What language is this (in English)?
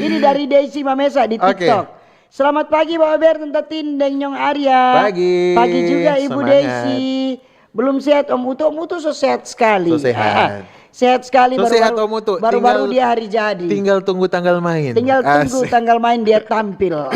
Manado Malay